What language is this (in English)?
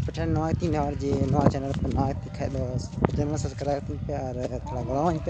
Santali